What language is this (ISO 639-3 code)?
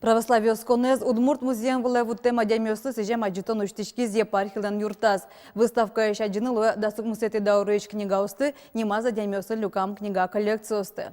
udm